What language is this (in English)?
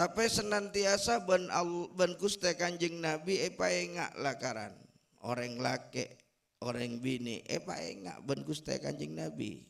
Madurese